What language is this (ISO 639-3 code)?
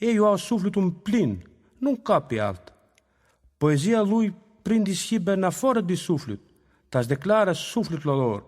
rup